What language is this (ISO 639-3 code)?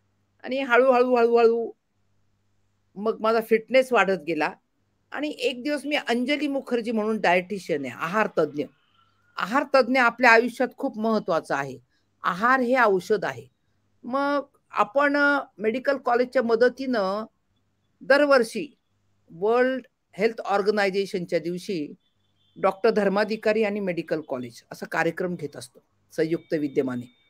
mar